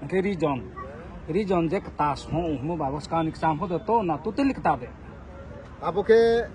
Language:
Riang (India)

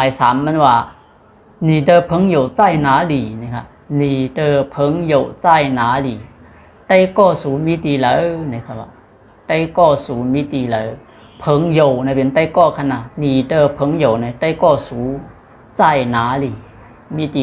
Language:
Shan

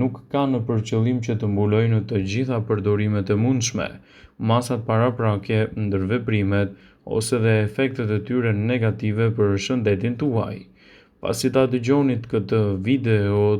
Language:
Albanian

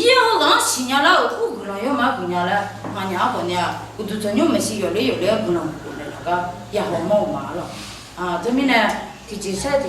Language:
Akha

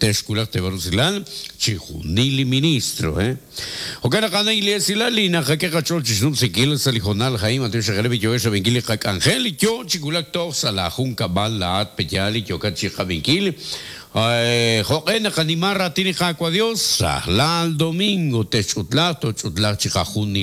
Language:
Kekchí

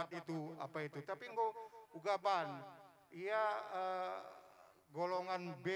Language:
Batak Karo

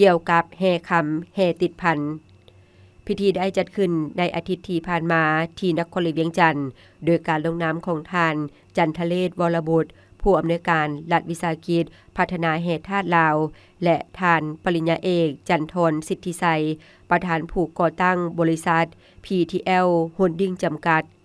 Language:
Lao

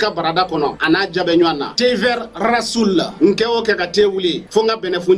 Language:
Bambara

